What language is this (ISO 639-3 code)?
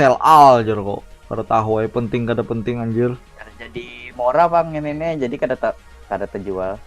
bjn